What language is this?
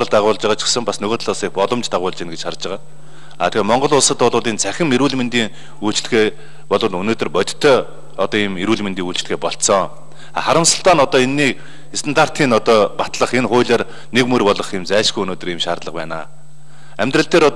Mongolian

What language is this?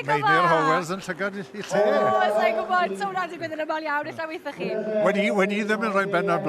Welsh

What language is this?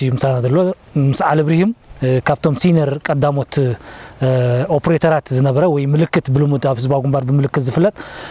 Tigrinya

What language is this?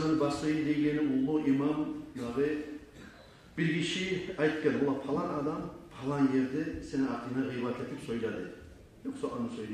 Kumyk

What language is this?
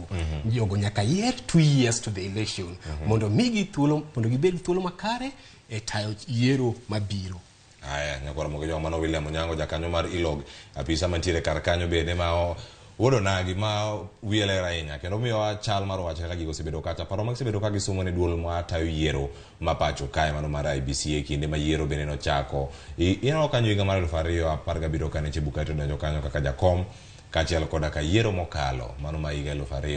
Luo (Kenya and Tanzania)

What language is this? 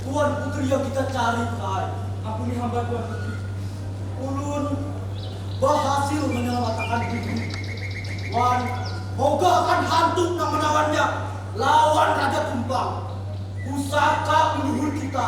Banjar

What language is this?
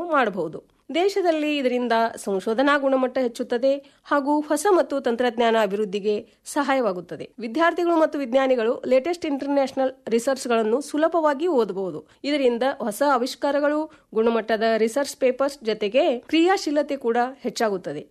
Kannada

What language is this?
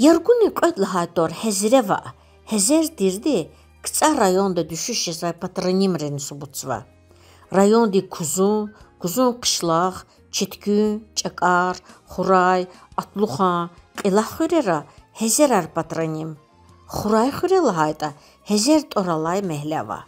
Lezghian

